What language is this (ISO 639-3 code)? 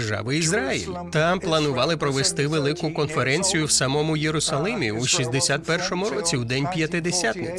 ukr